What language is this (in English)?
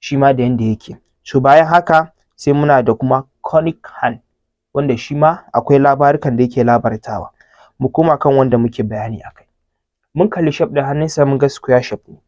Hausa